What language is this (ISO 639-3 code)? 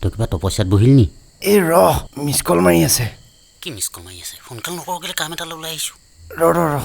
asm